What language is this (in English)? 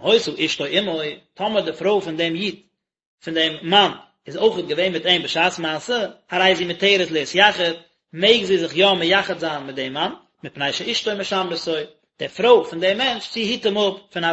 Yiddish